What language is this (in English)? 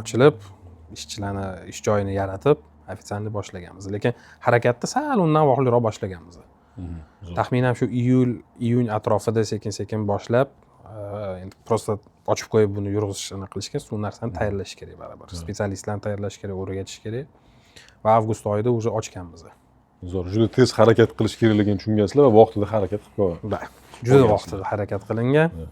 Uzbek